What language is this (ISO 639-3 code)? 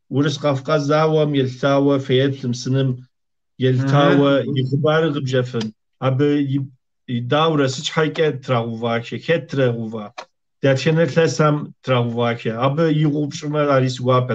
kbd